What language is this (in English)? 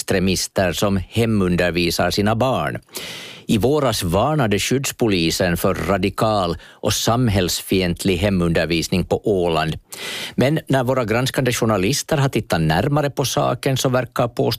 Swedish